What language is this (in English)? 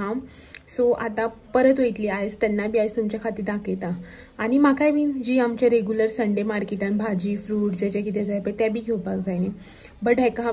Konkani